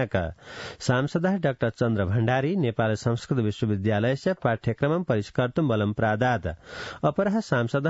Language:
Sanskrit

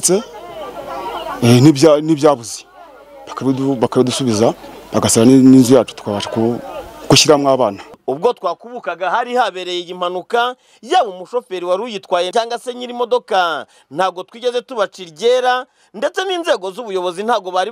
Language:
Kinyarwanda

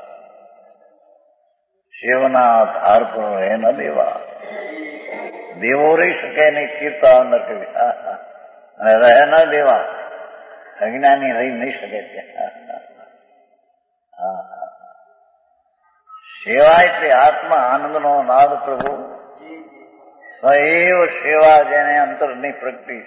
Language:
Gujarati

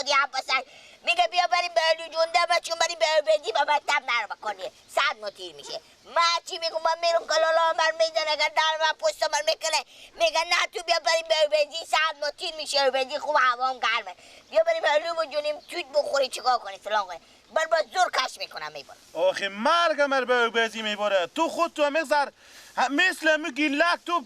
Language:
Persian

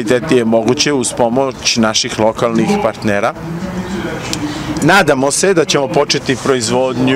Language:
Serbian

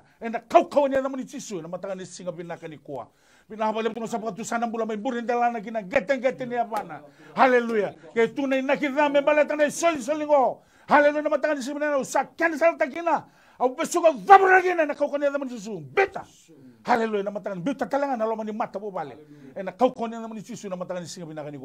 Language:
Fijian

